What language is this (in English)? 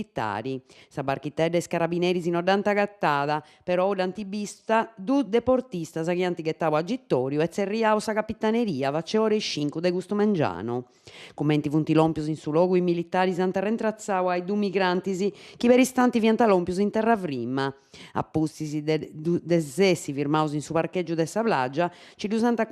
Sardinian